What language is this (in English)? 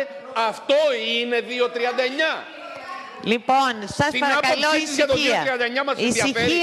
Greek